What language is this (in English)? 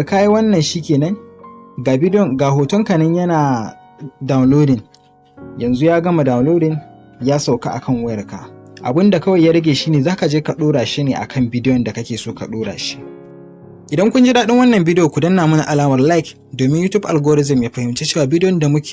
Hausa